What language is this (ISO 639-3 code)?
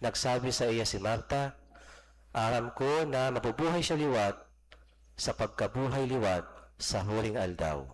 bik